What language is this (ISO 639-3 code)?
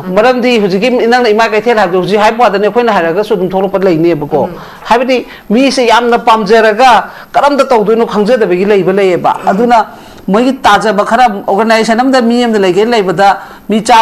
mni